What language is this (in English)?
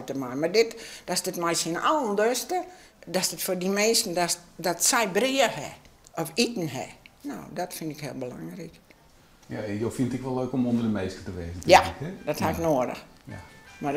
Western Frisian